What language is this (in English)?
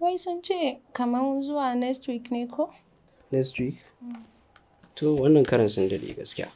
Hausa